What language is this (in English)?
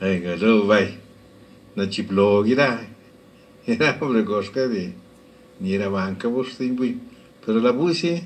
Lachiguiri Zapotec